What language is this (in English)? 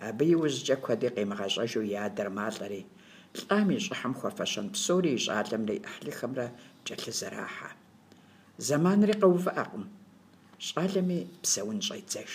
Kabardian